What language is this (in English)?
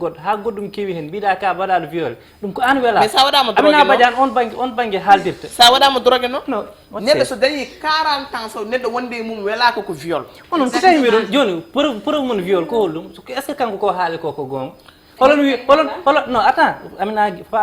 Fula